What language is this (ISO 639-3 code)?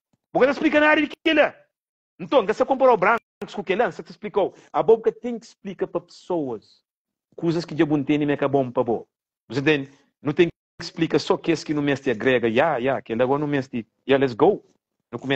kea